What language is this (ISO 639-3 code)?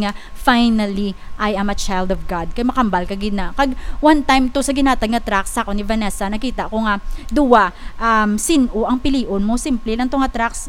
hil